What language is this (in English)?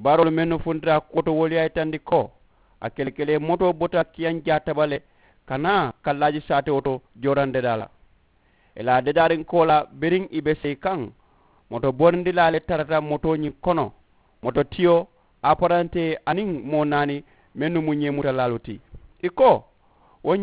Mandingo